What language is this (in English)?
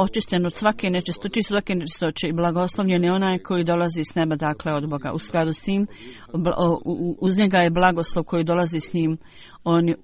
Bosnian